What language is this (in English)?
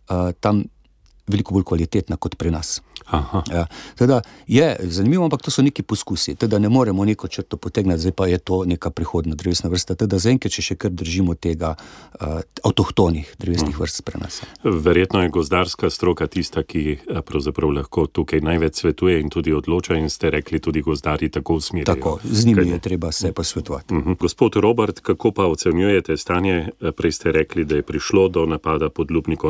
Slovenian